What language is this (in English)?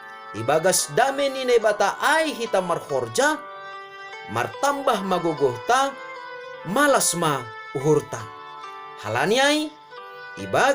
Batak Simalungun